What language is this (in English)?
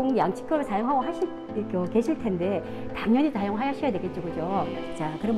Korean